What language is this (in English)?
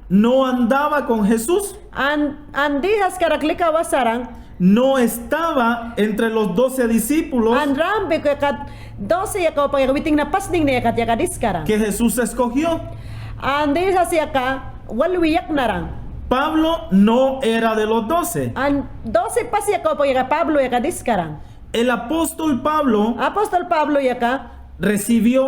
Mayangna